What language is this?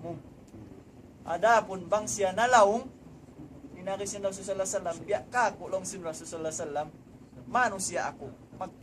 Tausug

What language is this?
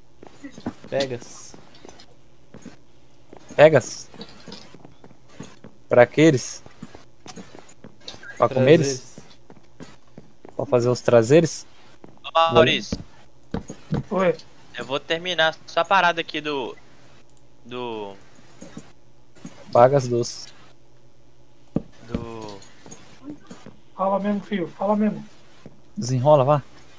Portuguese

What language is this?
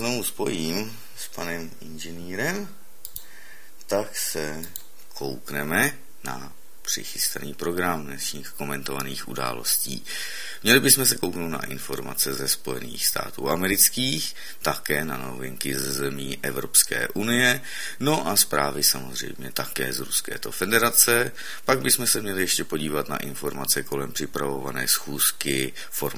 Czech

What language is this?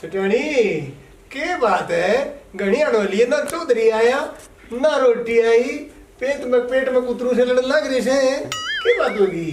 Haryanvi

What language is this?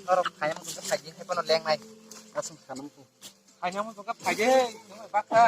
Kok Borok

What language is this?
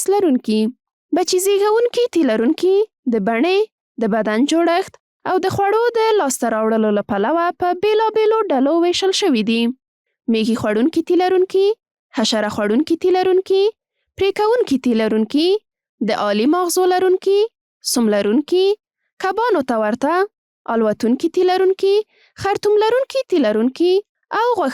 Pashto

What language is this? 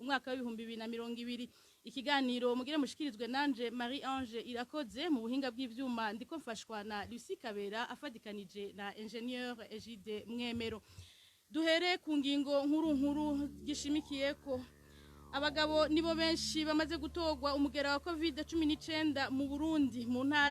Rundi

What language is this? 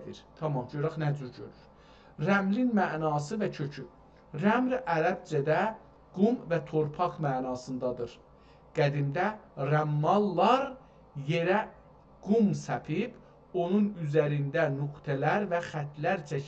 South Azerbaijani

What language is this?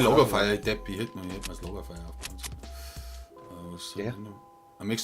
Bavarian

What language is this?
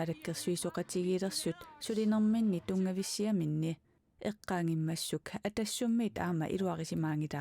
Kalaallisut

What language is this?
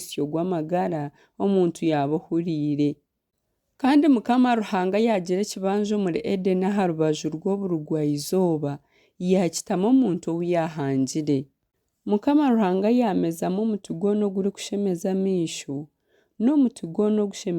Nyankole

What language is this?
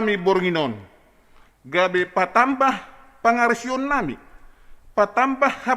Batak Simalungun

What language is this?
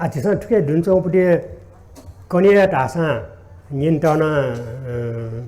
Newari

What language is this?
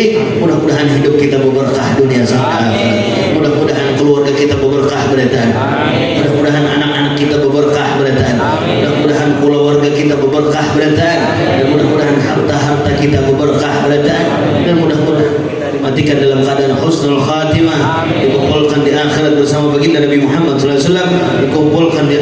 Banjar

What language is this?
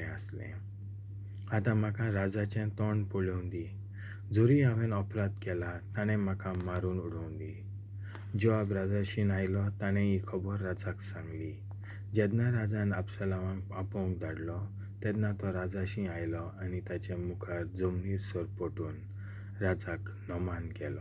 Konkani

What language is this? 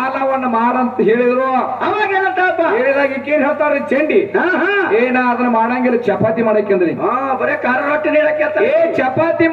Kannada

